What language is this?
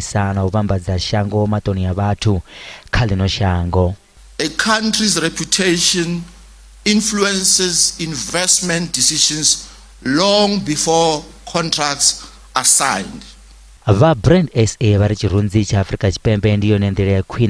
Venda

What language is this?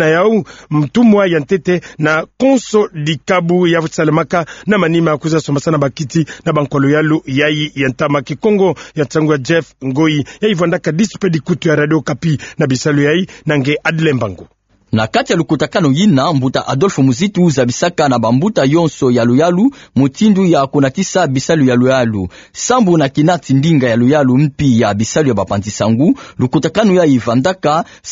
Kituba (Democratic Republic of Congo)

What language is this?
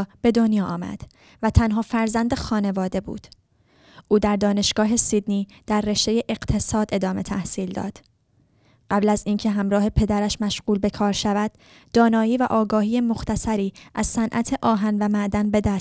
Persian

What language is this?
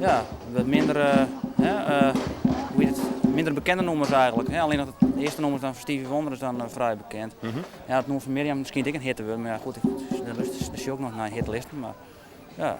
Western Frisian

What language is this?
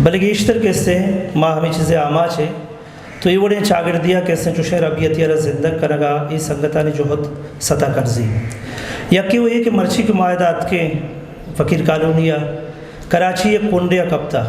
Eastern Balochi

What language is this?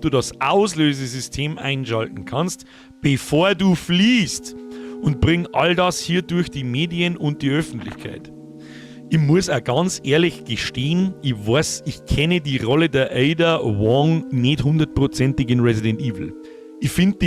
Bavarian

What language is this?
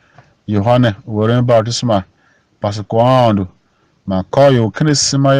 Tiv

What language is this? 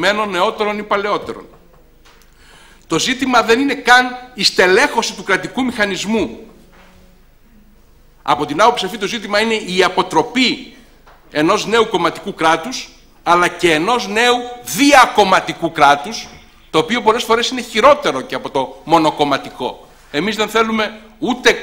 Greek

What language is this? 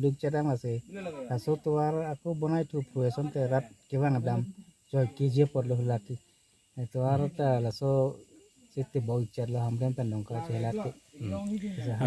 Karbi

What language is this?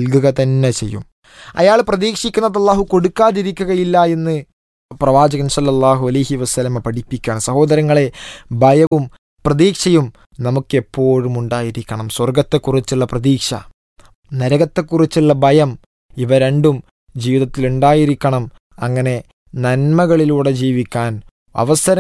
Malayalam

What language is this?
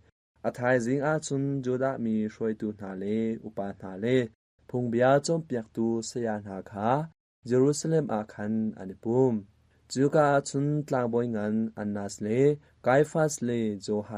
Hakha Chin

